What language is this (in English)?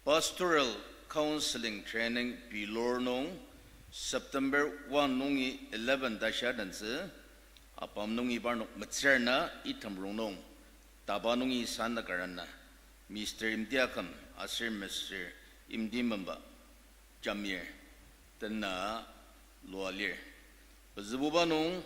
Ao Naga